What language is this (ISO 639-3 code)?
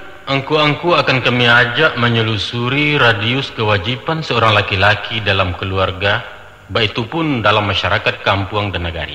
min